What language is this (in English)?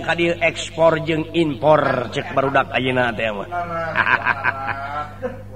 Sundanese